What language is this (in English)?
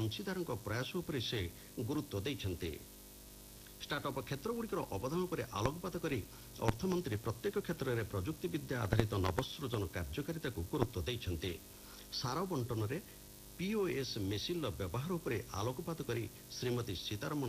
Odia